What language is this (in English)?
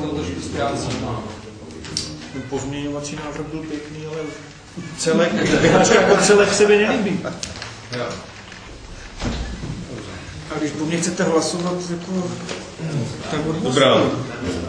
Czech